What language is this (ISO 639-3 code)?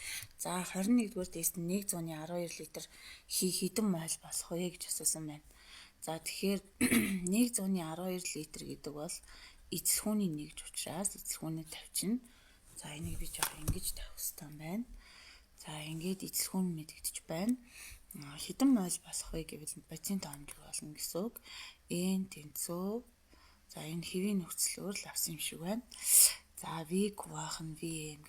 mon